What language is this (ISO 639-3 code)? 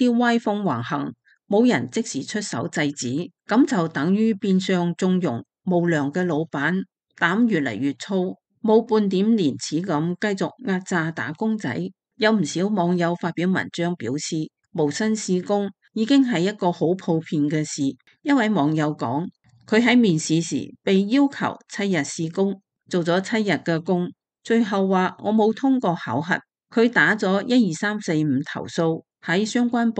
yue